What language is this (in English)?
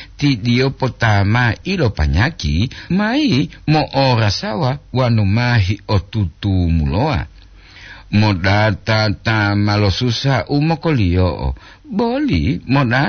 Gorontalo